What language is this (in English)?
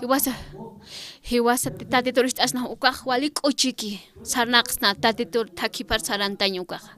Aymara